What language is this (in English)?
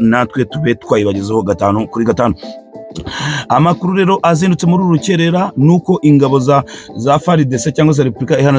Kinyarwanda